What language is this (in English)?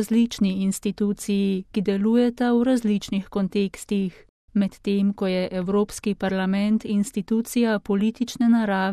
Slovenian